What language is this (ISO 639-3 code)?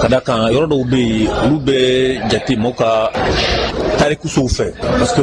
bam